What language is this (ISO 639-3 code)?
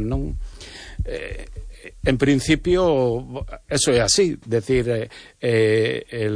glg